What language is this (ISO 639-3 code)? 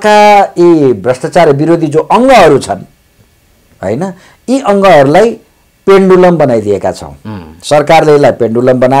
nep